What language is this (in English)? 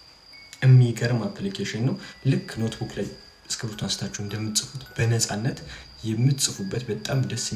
Amharic